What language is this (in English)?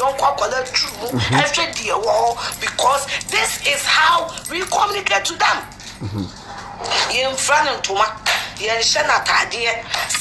Akan